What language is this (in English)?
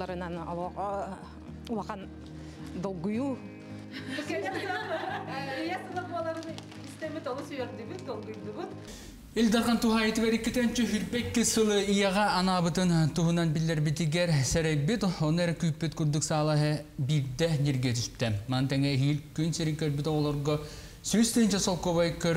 Yakut